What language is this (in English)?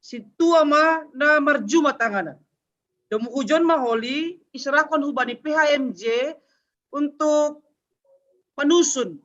Batak Simalungun